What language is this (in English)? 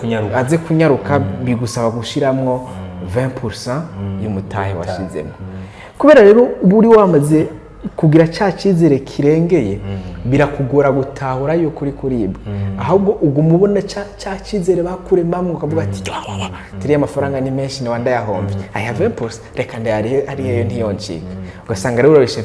Rundi